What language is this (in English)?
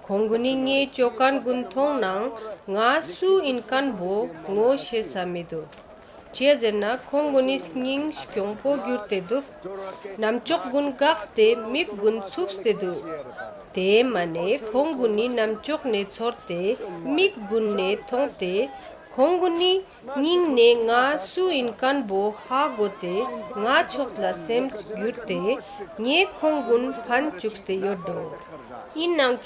Ladakhi